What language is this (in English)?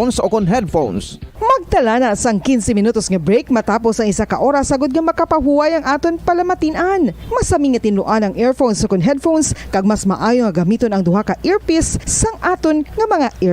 Hiligaynon